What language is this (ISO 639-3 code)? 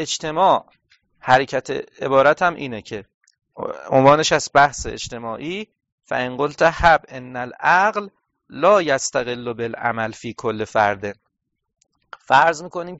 fas